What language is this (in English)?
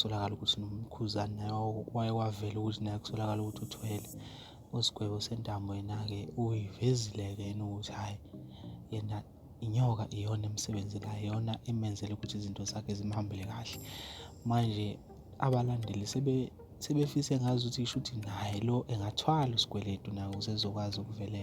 Zulu